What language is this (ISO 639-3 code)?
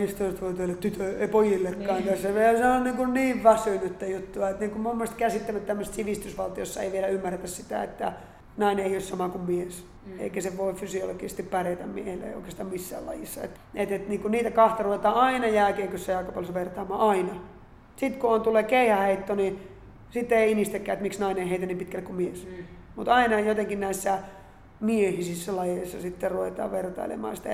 fin